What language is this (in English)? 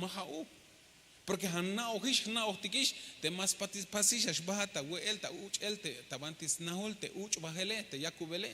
Tzeltal